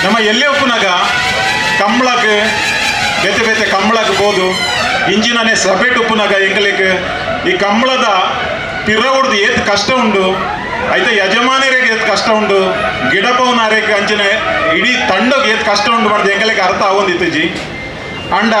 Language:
Tulu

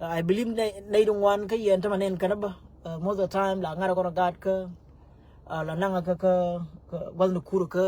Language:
Nuer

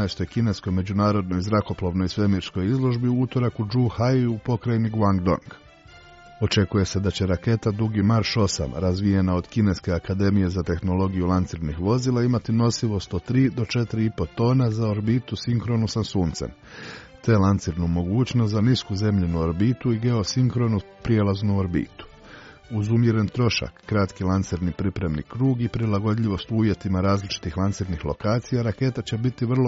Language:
Croatian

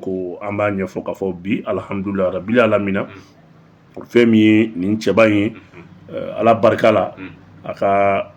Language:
Bambara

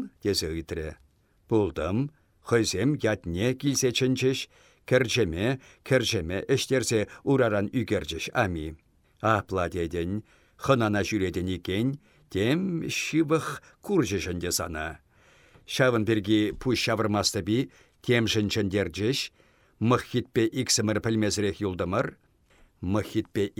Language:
Chuvash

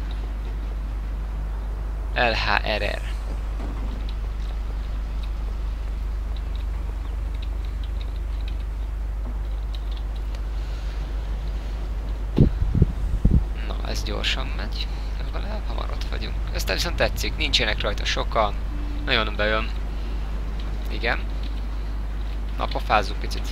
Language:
Hungarian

